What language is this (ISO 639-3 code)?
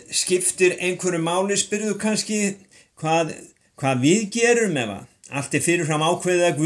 isl